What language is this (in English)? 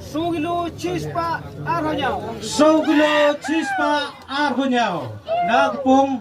Khasi